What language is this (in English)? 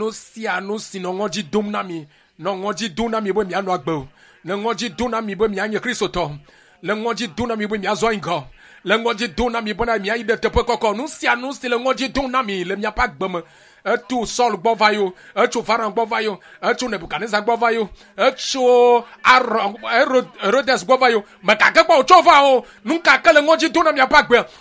Ewe